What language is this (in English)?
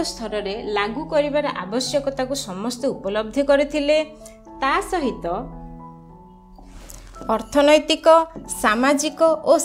Odia